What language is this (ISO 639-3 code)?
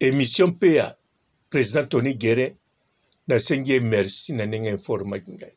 lin